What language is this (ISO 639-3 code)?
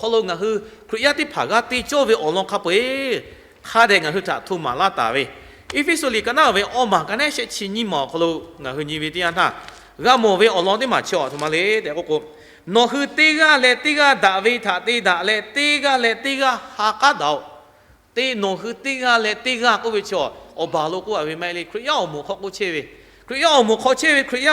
lhu